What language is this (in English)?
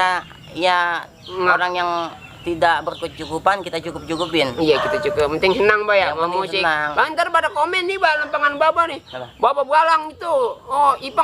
Betawi